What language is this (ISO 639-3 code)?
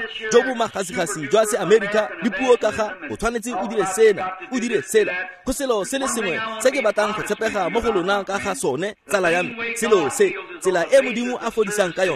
tsn